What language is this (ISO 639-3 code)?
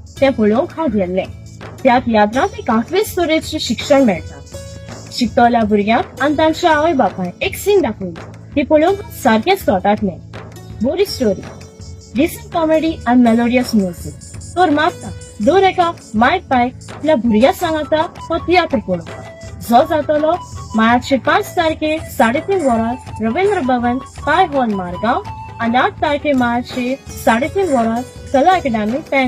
kok